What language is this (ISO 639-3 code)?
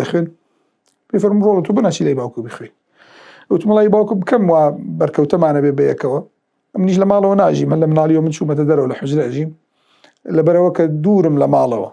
ckb